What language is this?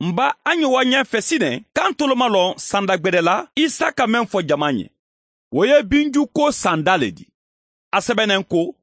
Mandingo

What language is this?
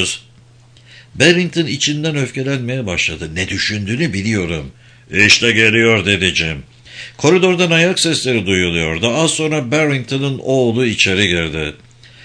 Turkish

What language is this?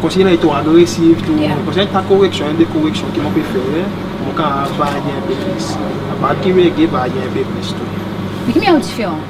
Seselwa Creole French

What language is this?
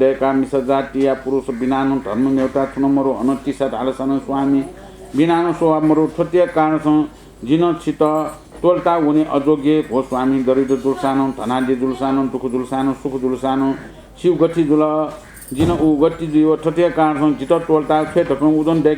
Newari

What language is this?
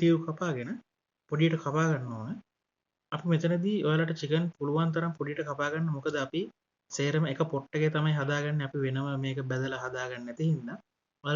Sinhala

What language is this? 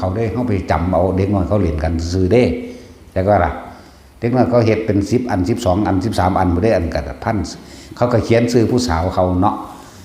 Northeastern Thai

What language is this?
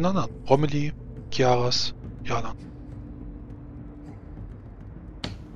German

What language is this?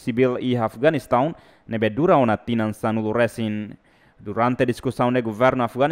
Tetum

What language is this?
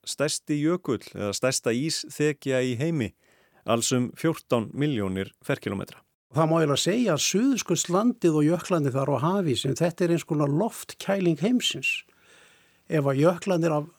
Icelandic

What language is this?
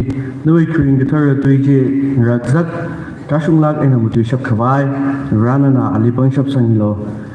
Tangkhul Naga (India)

